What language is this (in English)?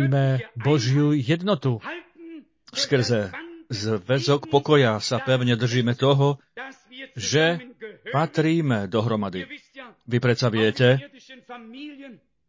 Slovak